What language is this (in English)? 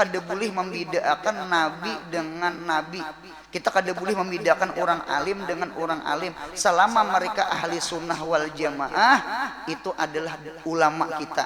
Banjar